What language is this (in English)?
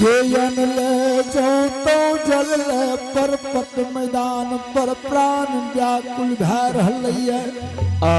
Angika